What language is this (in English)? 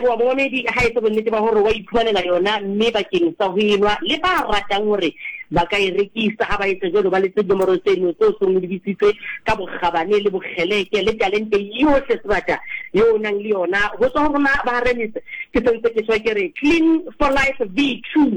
Southern Sotho